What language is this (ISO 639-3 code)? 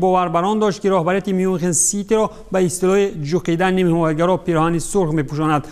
tgk